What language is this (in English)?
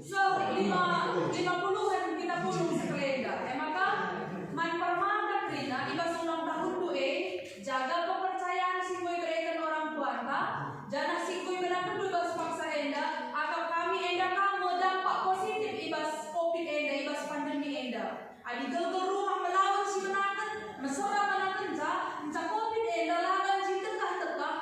Batak Karo